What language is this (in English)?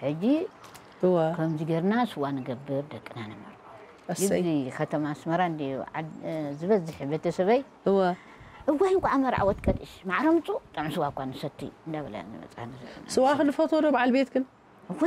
Tigrinya